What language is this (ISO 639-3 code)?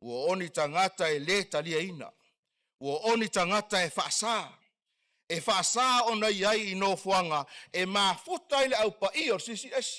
smo